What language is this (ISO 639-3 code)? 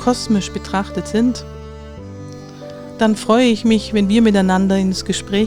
deu